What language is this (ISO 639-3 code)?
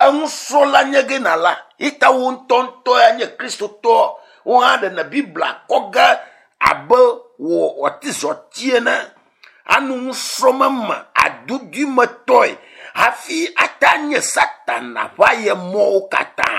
ewe